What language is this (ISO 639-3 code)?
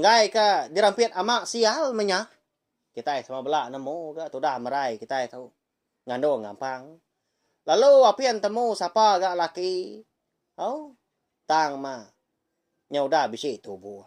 iba